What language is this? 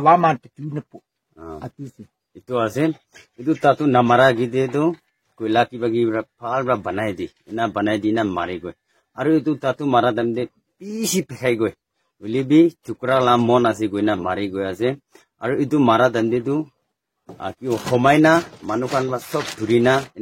Naga Pidgin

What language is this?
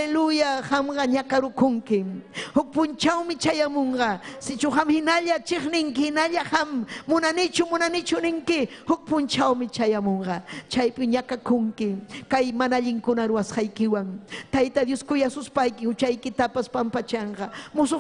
Ayacucho Quechua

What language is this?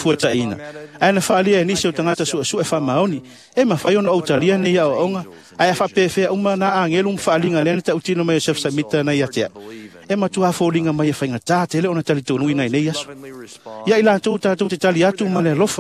Samoan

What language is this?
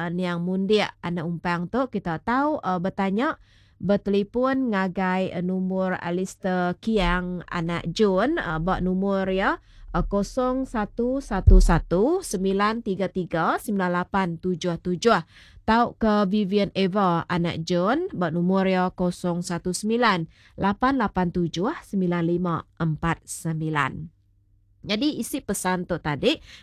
Iban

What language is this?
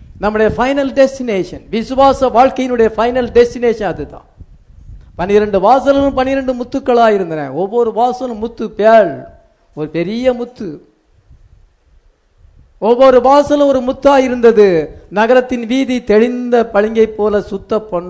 Tamil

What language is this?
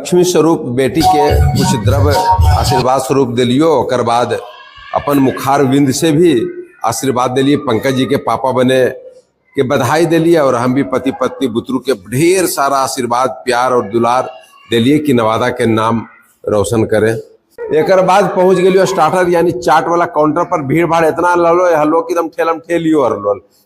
Magahi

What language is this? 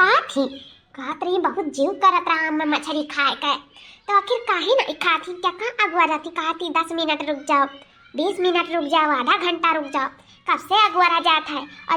Awadhi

